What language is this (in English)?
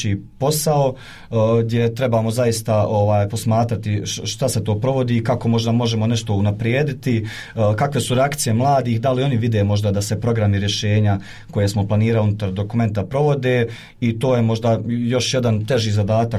Bosnian